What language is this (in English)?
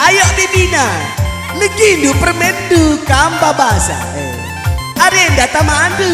Batak Karo